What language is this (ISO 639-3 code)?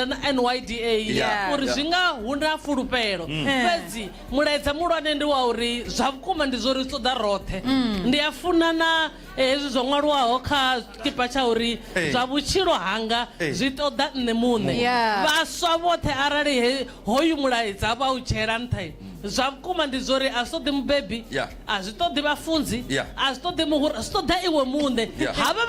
ven